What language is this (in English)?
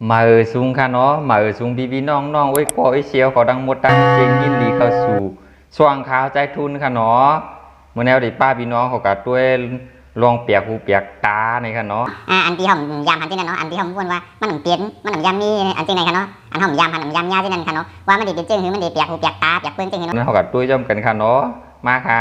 Shan